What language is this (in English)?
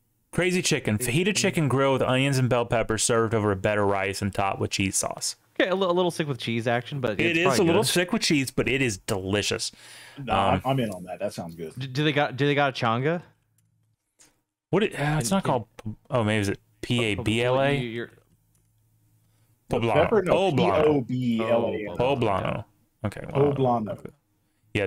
English